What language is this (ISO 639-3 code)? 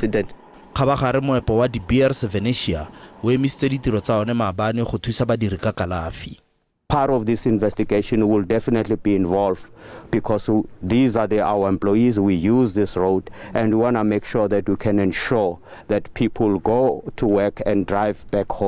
tsn